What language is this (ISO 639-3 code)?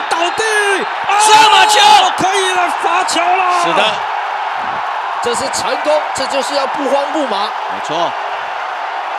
zho